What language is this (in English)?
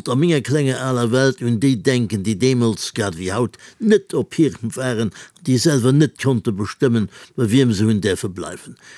Luxembourgish